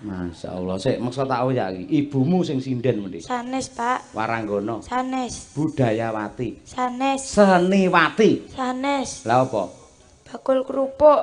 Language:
Javanese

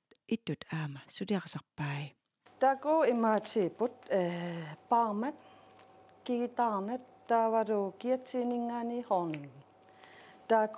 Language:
Kalaallisut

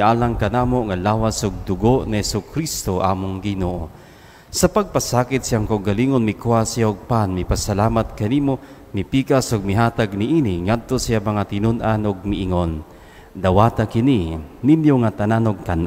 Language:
Cebuano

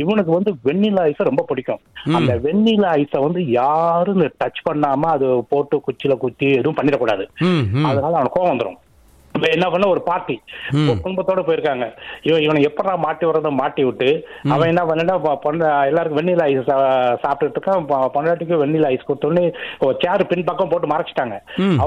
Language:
Tamil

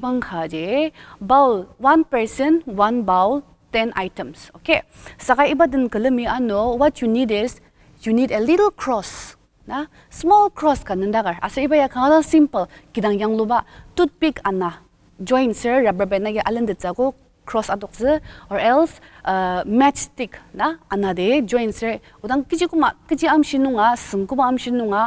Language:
Ao Naga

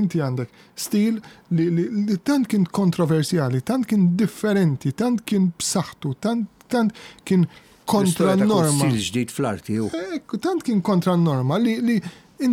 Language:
Maltese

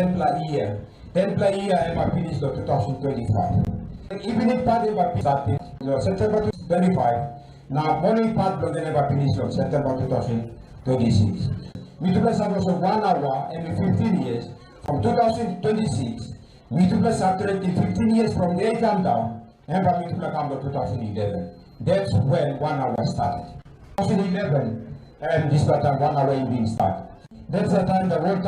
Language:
Tok Pisin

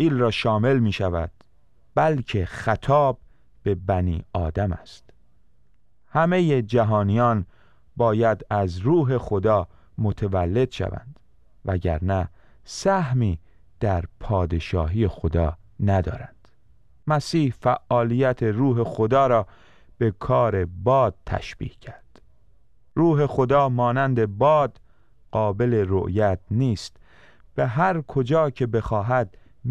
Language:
Persian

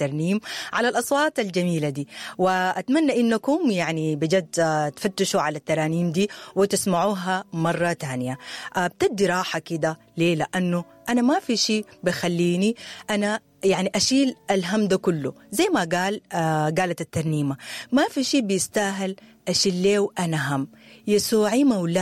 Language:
Sudanese Arabic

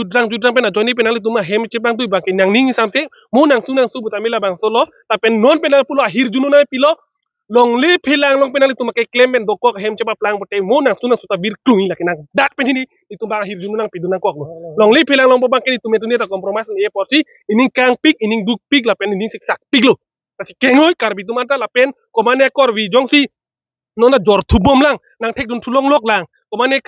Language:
Karbi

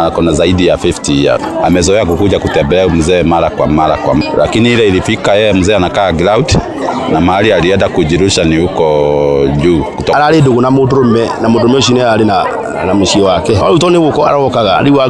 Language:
Kikuyu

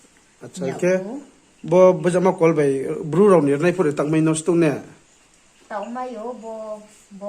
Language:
Riang (India)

